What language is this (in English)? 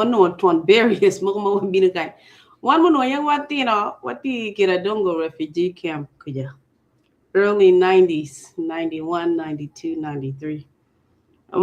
Acoli